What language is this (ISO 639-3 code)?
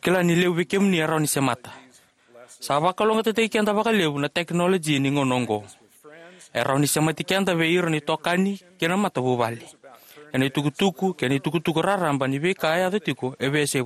fij